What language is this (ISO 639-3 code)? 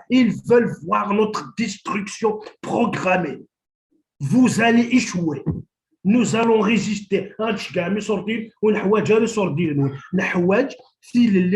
kab